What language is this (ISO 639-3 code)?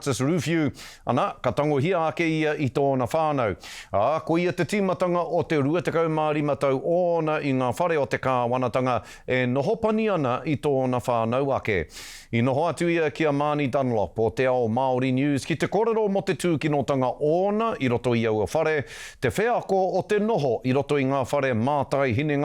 mri